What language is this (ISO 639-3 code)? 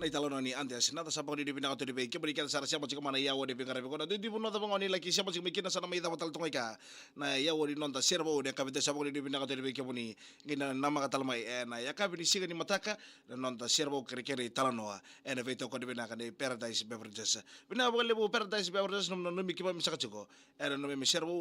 fij